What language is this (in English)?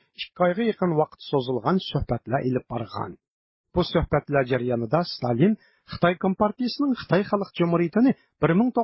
Uyghur